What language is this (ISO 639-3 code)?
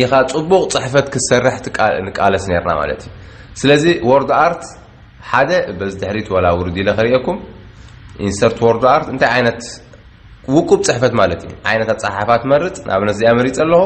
tir